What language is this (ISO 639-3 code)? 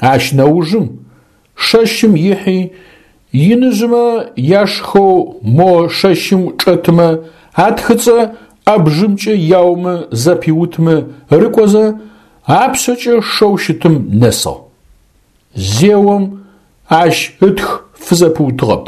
ady